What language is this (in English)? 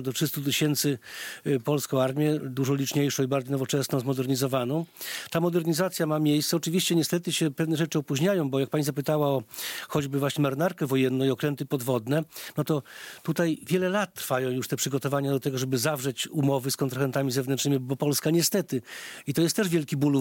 Polish